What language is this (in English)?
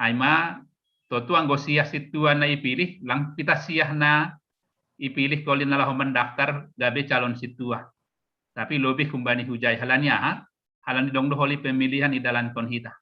Batak Simalungun